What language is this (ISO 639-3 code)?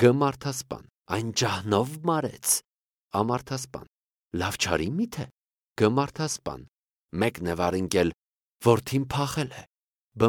hye